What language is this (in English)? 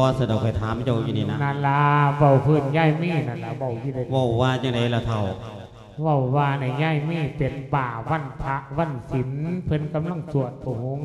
Lao